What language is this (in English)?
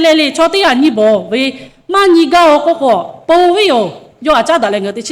Lahu